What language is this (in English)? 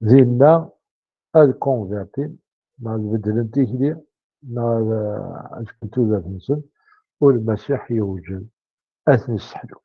Kabyle